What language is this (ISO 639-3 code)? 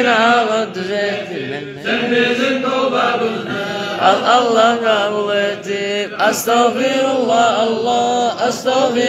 kum